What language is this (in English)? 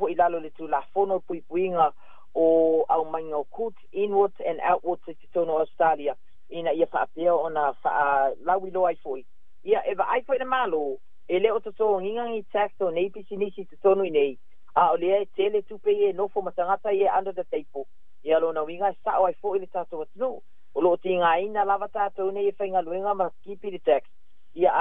Samoan